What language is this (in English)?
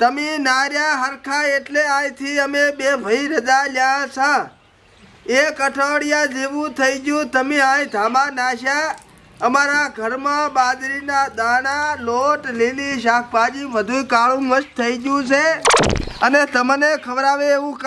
Gujarati